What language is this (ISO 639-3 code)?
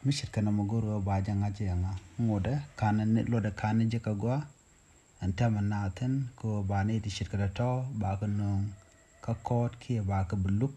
nus